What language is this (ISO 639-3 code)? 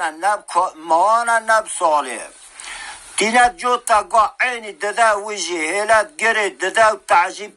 kur